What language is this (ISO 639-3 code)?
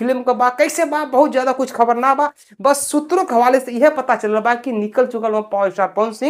bho